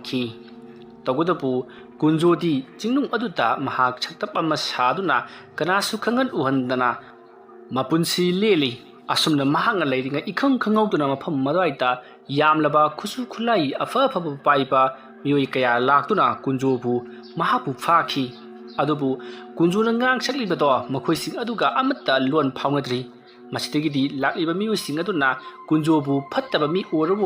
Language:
Manipuri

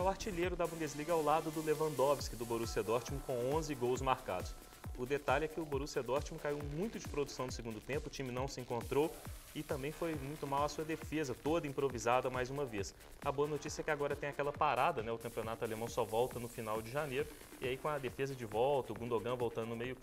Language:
Portuguese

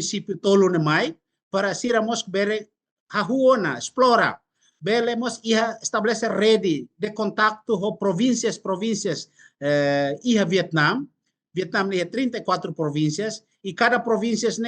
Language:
Tetum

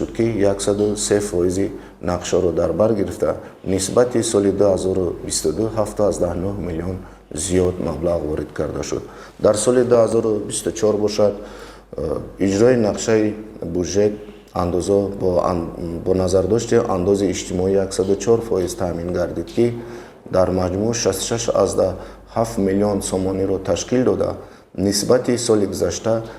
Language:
Tajik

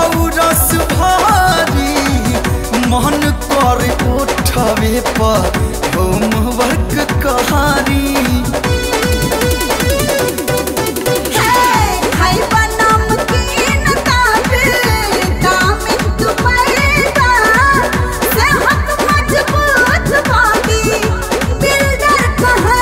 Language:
Bhojpuri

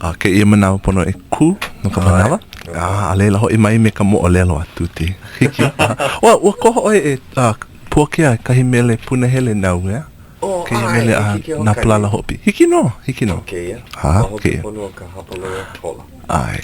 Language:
Hawaiian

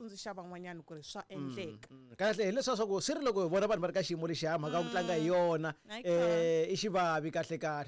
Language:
Tsonga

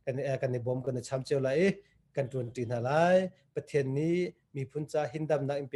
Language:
Hakha Chin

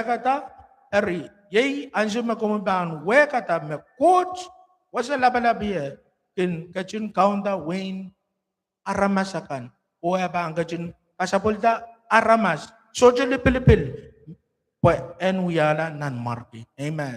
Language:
Pohnpeian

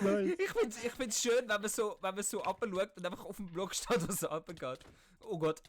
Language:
Swiss German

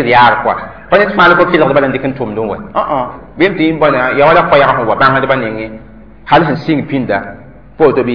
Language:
Mossi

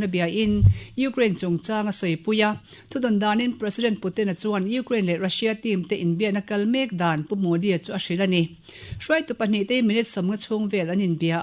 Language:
Mizo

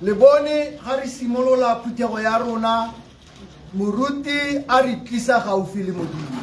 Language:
Tswana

